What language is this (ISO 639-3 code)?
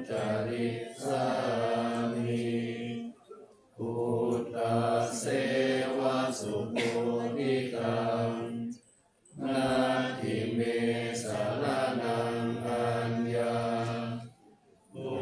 pli